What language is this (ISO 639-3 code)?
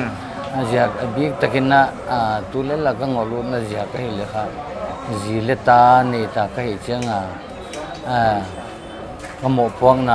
pck